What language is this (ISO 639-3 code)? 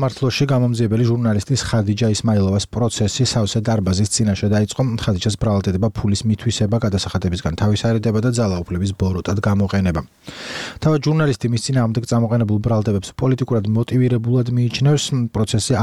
kat